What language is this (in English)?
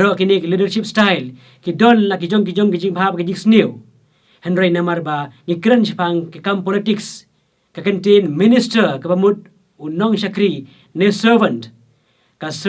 Khasi